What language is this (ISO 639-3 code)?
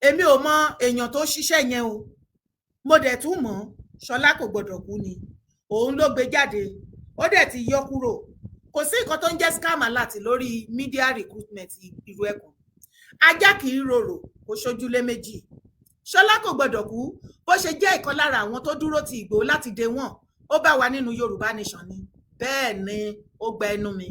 yor